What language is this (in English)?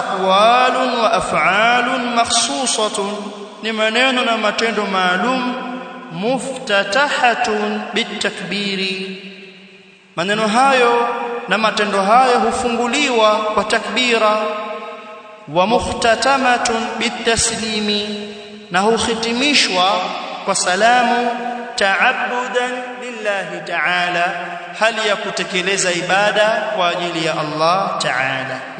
Swahili